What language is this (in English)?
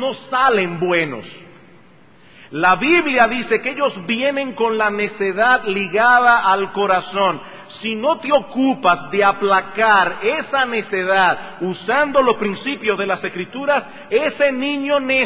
Spanish